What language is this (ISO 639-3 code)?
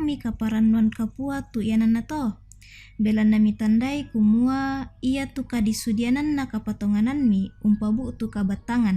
sda